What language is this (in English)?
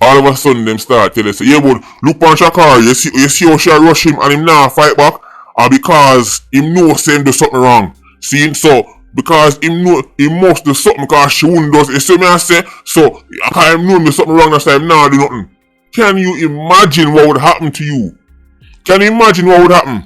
Jamaican Creole English